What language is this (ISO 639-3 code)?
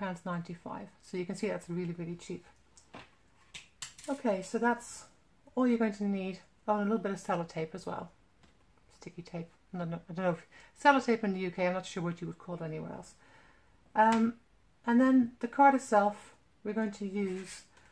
eng